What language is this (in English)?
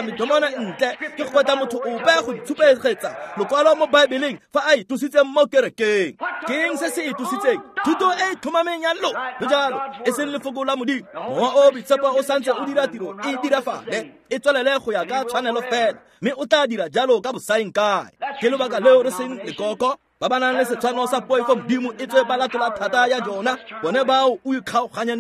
Tswana